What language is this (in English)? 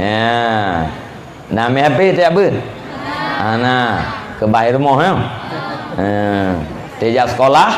Achinese